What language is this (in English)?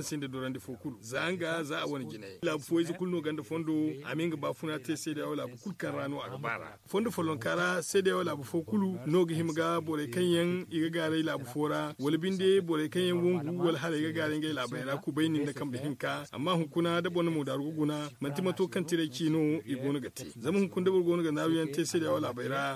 Zarma